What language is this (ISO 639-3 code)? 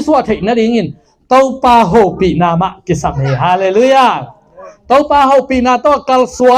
ctd